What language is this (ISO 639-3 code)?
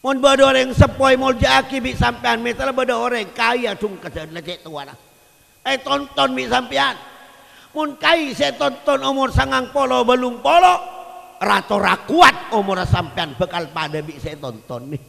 mad